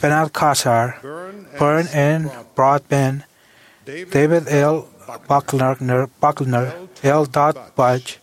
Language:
Marshallese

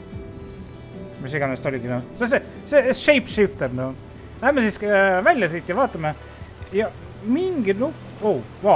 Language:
Estonian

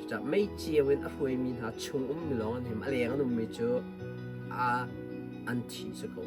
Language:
Hakha Chin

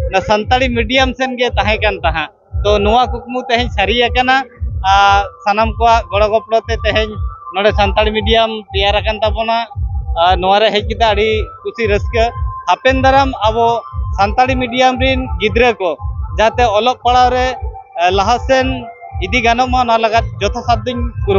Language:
Santali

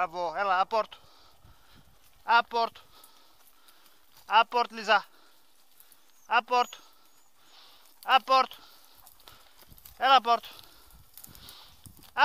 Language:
Greek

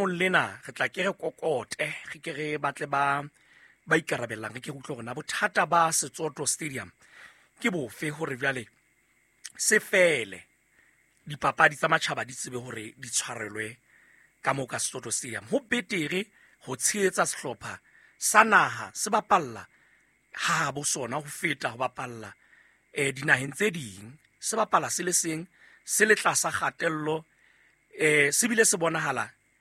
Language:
Southern Sotho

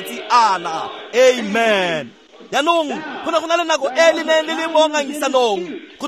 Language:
Tswana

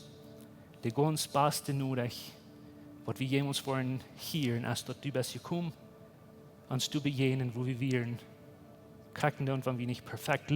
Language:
Plautdietsch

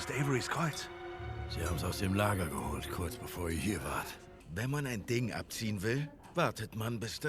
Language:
Swiss German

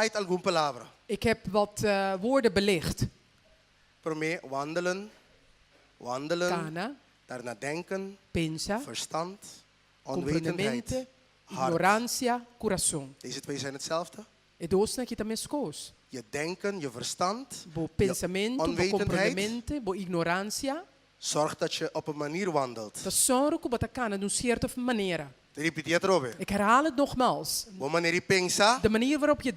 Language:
Papiamento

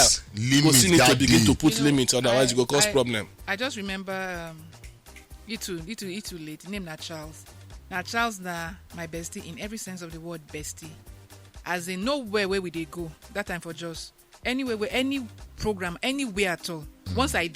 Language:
Nigerian Pidgin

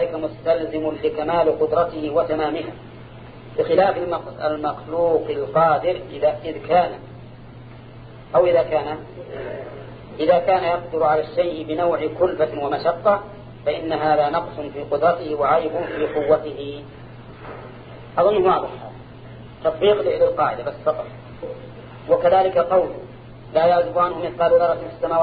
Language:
Arabic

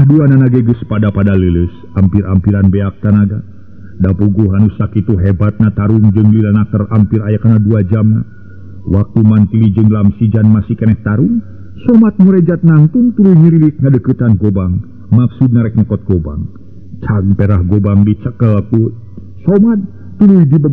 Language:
Sundanese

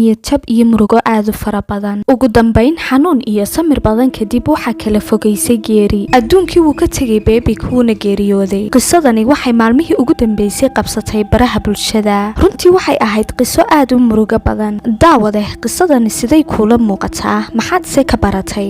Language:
Somali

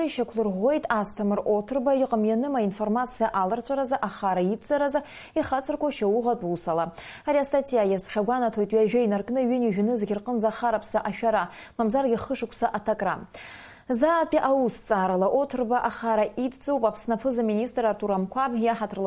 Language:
Abkhazian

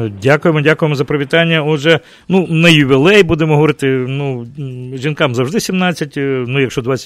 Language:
Ukrainian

